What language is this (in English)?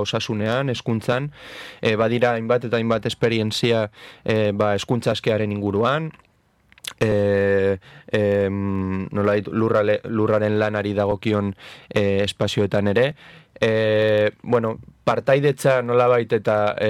Basque